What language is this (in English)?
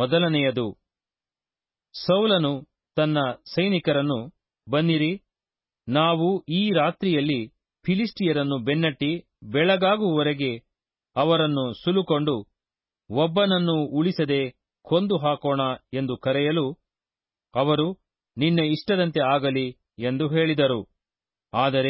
Kannada